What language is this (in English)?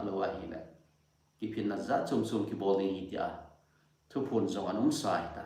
Thado Chin